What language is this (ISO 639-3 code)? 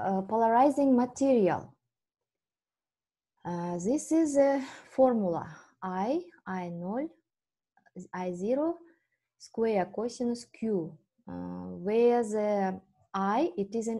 kaz